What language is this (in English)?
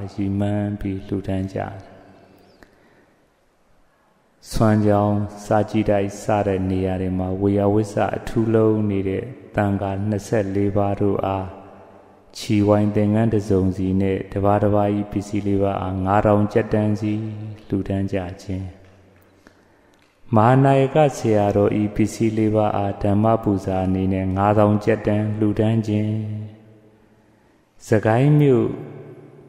Burmese